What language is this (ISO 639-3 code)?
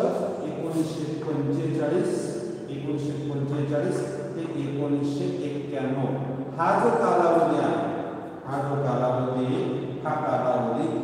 mar